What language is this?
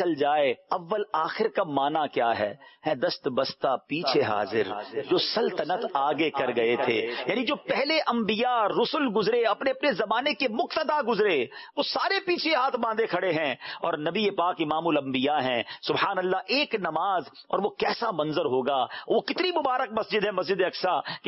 Urdu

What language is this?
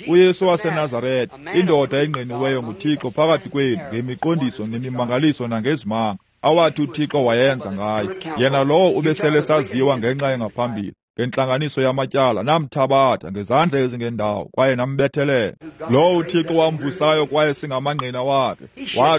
Xhosa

